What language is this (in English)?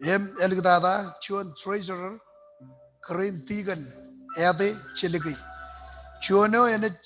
Marshallese